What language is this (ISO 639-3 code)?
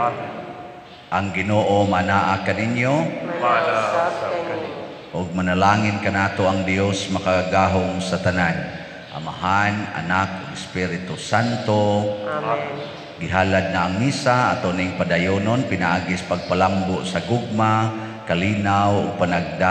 ceb